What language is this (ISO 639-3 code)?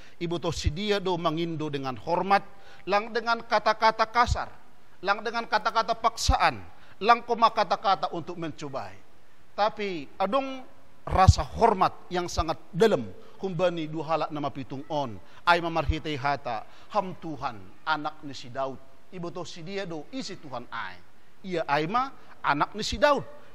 bts